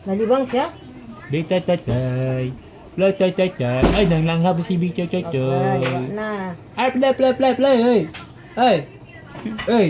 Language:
Cebuano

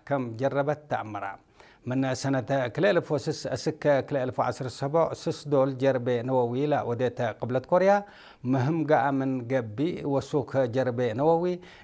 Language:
Tigrinya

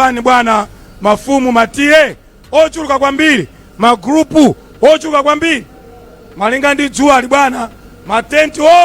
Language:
Nyanja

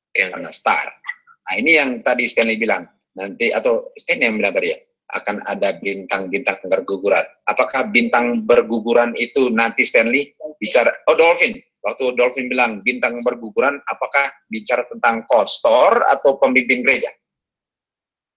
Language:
Indonesian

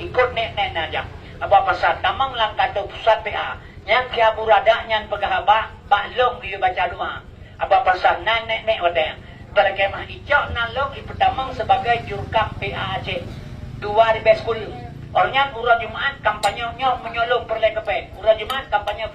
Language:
Achinese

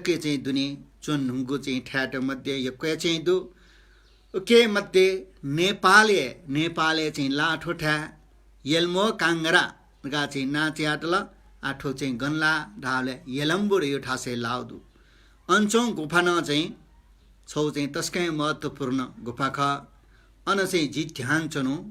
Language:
Newari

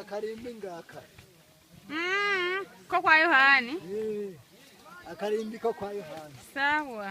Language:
Rundi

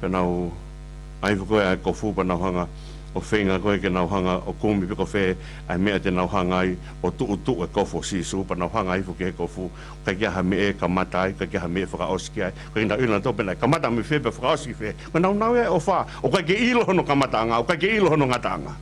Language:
Tongan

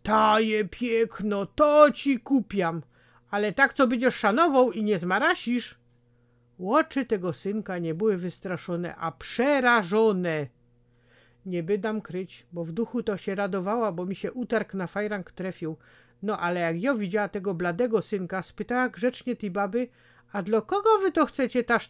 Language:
Silesian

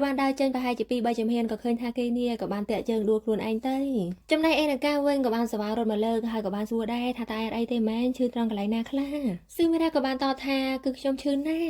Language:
Khmer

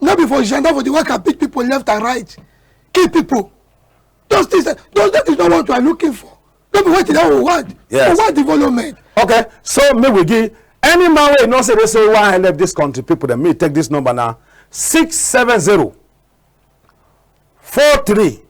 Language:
Cameroon Pidgin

